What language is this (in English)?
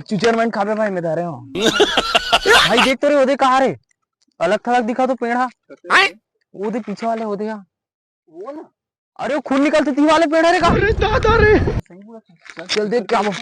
Chhattisgarhi